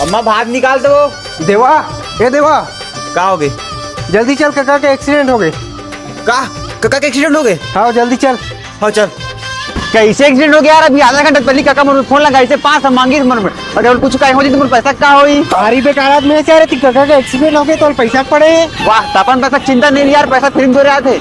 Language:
Chhattisgarhi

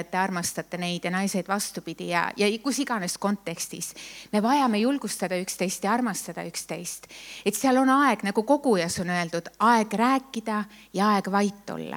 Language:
Estonian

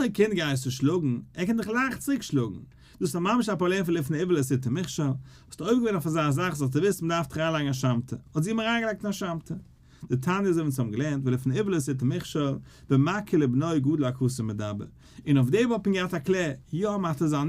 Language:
Yiddish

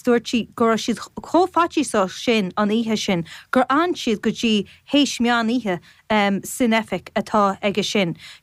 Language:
Irish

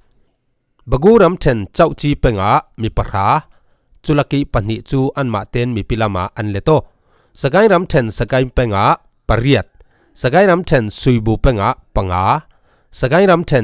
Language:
Falam Chin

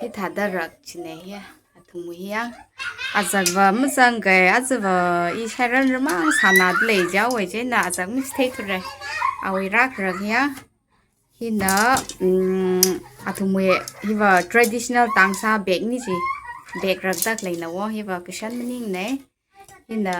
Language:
Tangkhul Naga (India)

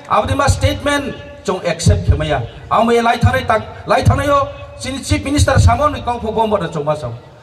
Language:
Riang (India)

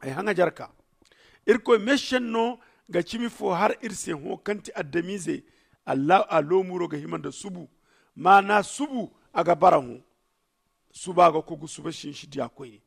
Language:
Zarma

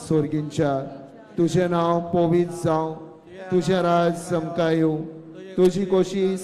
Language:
Konkani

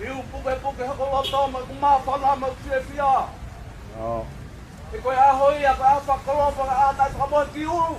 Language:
Tongan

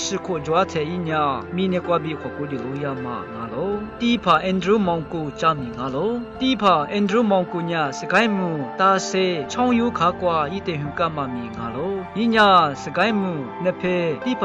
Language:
Lisu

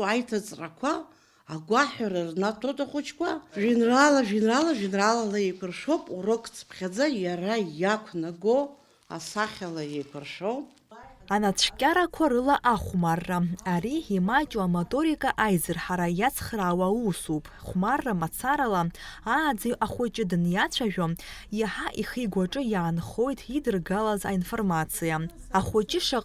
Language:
Abkhazian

